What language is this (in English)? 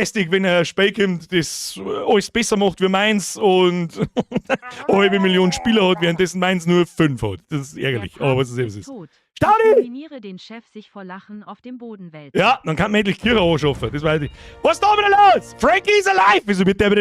Bavarian